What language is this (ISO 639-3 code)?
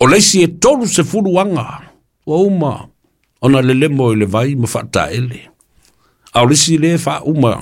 smo